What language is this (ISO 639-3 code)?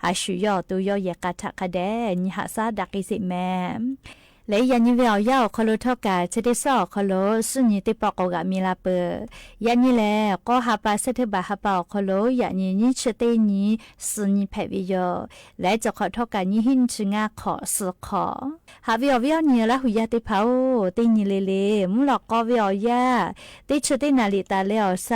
lhu